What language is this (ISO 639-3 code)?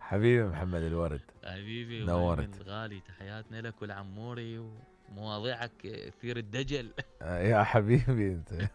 acm